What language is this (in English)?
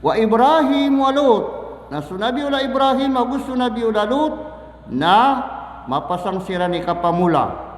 Maranao